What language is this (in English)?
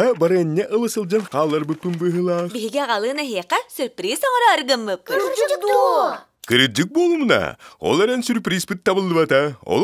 Yakut